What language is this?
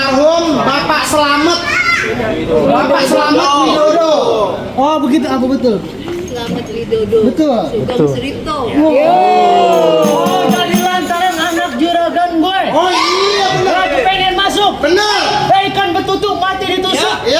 Betawi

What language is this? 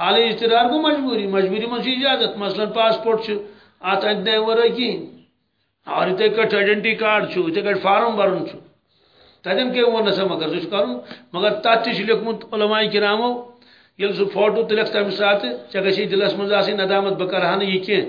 Kashmiri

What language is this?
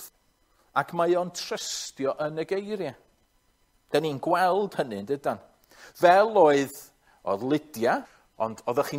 Welsh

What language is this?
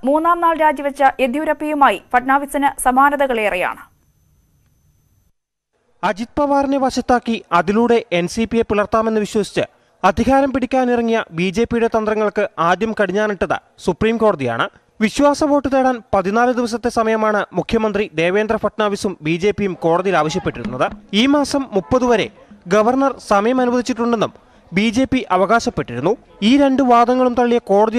Malayalam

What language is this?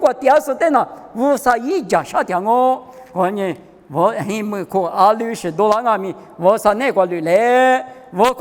Lisu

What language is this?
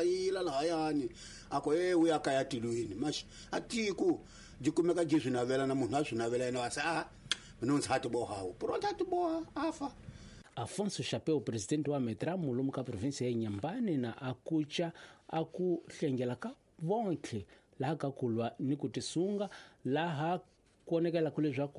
Tsonga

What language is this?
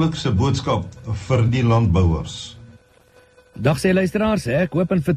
Afrikaans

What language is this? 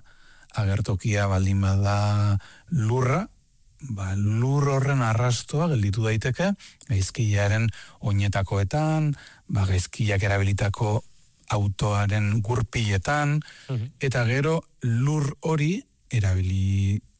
Basque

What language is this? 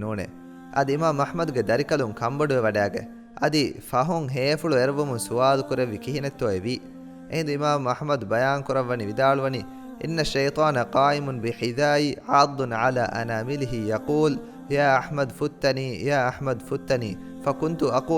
Divehi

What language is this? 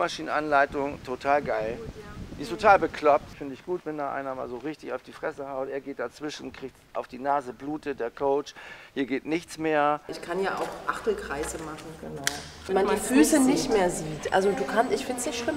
German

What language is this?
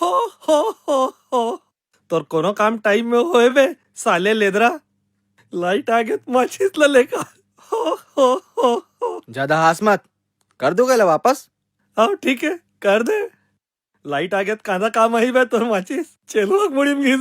Chhattisgarhi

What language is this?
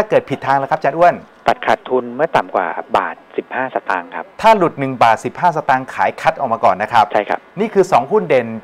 Thai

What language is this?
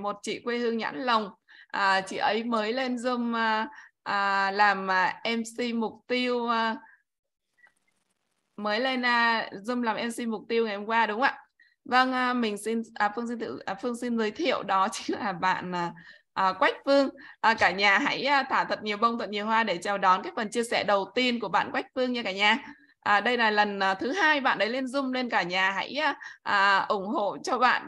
Vietnamese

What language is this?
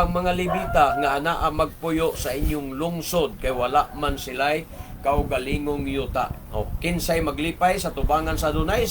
Cebuano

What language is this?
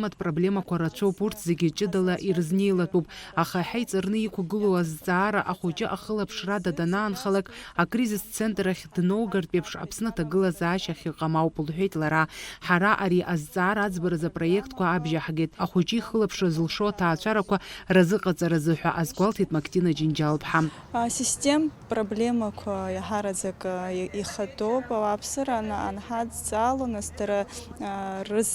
Abkhazian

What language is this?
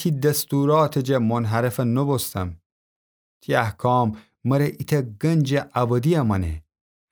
Gilaki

